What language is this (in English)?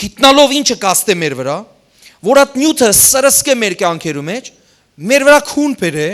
Western Armenian